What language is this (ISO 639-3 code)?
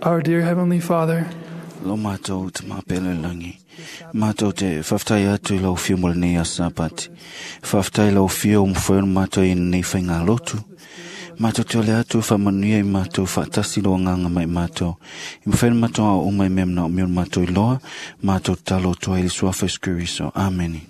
smo